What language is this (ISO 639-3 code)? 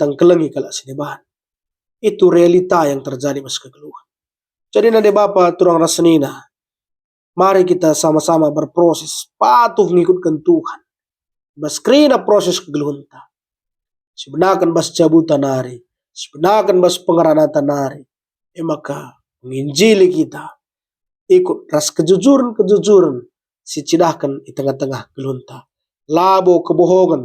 btx